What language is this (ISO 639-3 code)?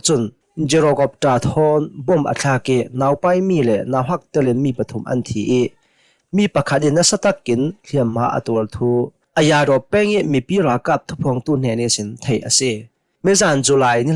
cnh